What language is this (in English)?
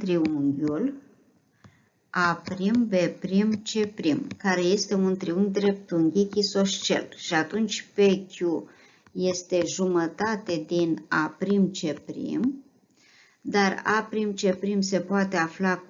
Romanian